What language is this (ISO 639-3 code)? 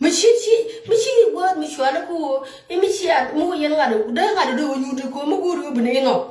nus